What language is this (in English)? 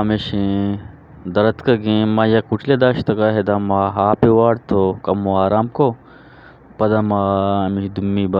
Eastern Balochi